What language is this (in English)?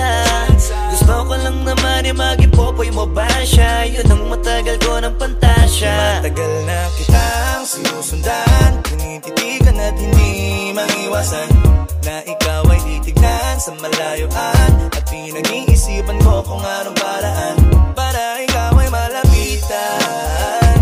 Filipino